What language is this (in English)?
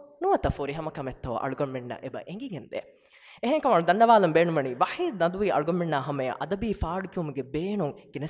Divehi